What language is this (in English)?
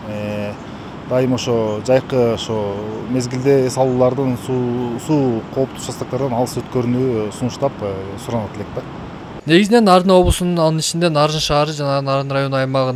Kyrgyz